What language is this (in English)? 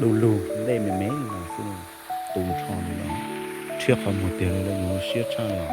Hmong